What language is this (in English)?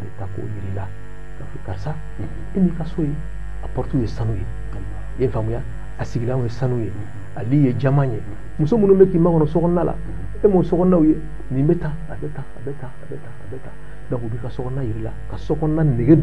Bambara